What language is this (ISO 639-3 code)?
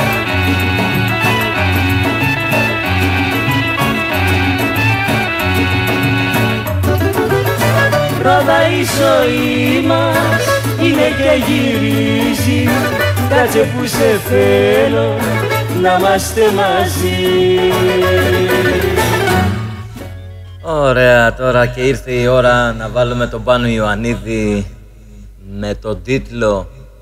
ell